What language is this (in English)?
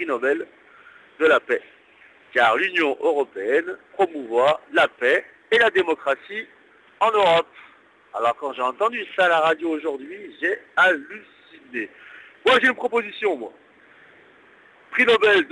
French